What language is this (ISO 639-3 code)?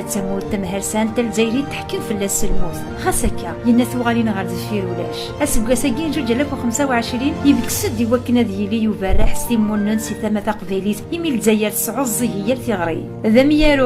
kab